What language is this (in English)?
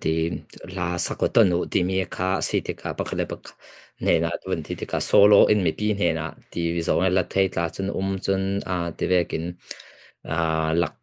Falam Chin